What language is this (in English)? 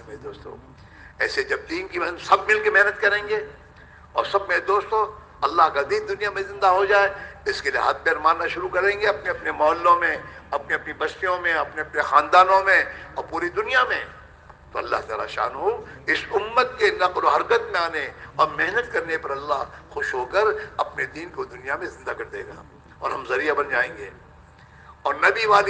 Urdu